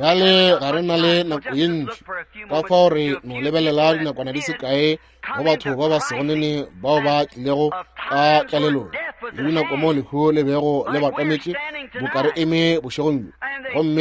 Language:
Northern Sotho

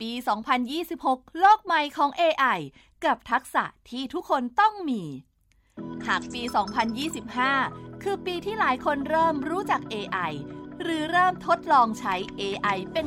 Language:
Thai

